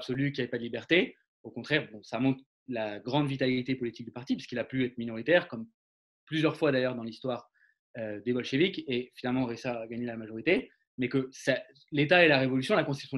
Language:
French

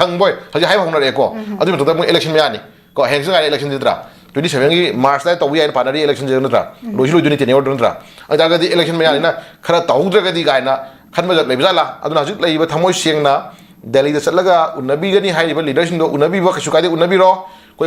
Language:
Manipuri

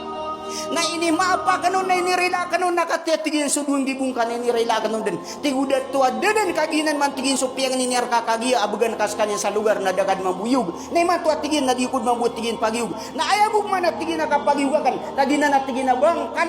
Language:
Maranao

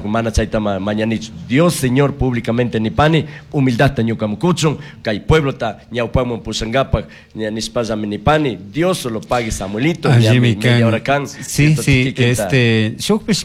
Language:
Chimborazo Highland Quichua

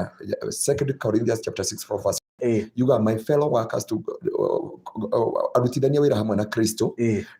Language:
Kikuyu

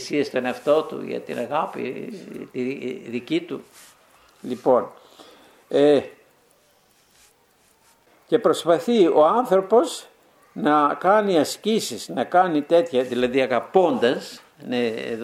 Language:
Greek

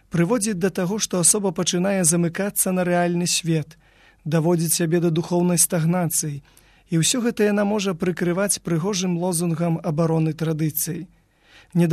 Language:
Belarusian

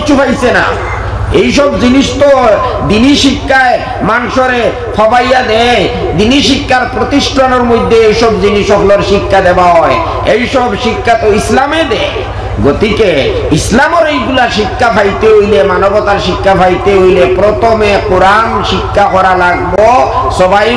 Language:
Sylheti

